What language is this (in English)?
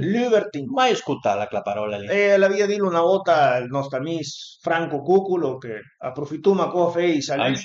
Piedmontese